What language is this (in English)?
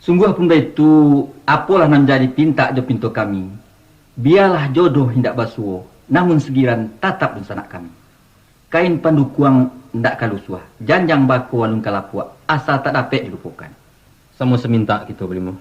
Minangkabau